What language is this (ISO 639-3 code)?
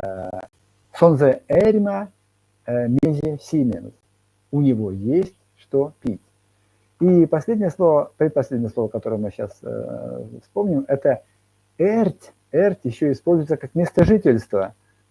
myv